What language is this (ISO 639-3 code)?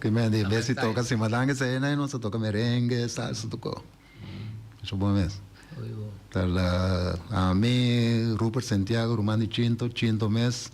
pap